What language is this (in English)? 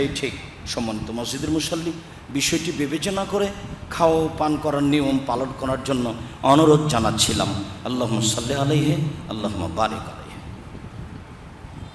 Bangla